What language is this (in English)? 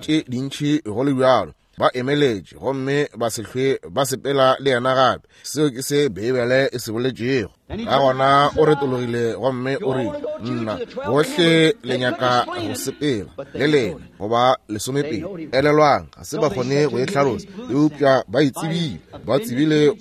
Northern Sotho